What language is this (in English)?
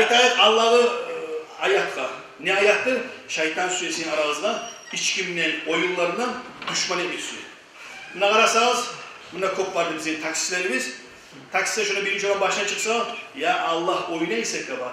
Kumyk